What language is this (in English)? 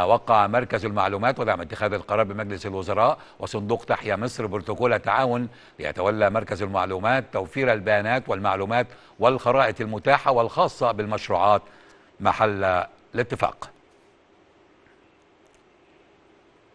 Arabic